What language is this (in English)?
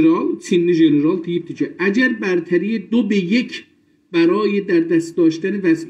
South Azerbaijani